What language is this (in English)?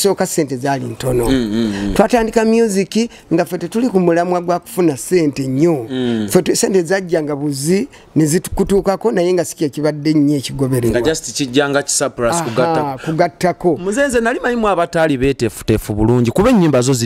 Ganda